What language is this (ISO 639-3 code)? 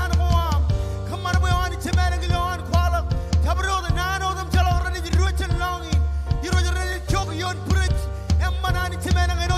mah